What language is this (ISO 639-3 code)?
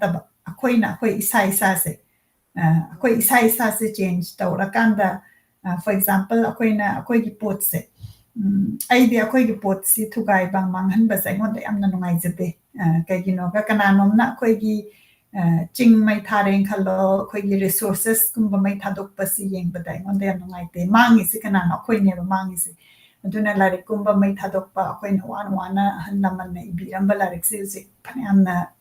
mni